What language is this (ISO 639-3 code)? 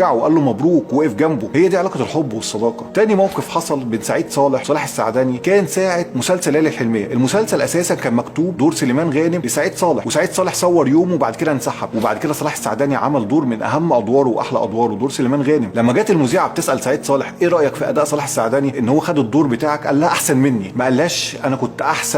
arz